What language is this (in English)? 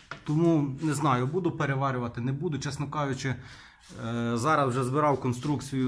Ukrainian